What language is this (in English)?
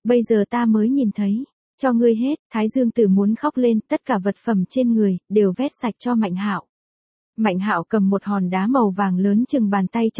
Vietnamese